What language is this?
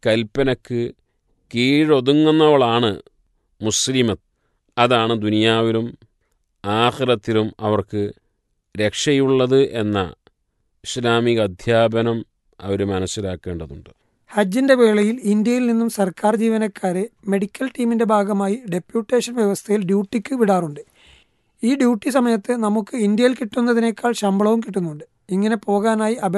Malayalam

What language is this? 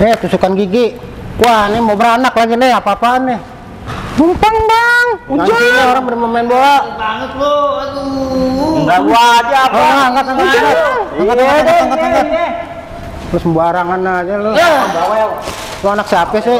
Betawi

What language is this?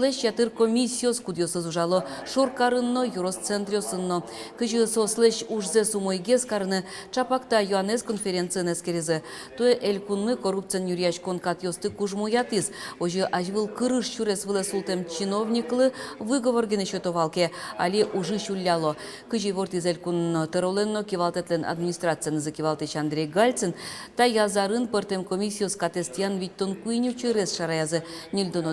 Udmurt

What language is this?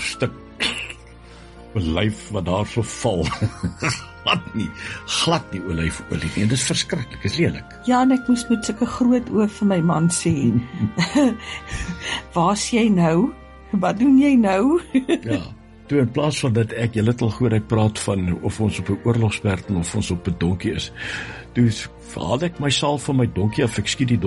Afrikaans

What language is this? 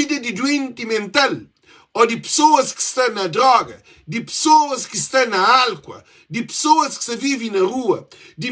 Kabuverdianu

